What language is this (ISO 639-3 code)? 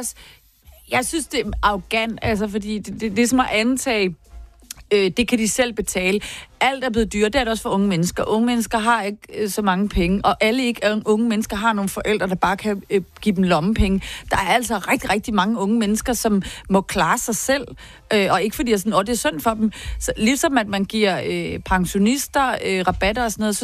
dan